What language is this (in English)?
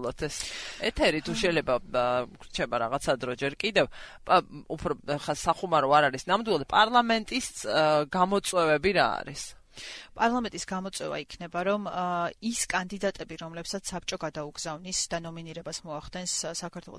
Georgian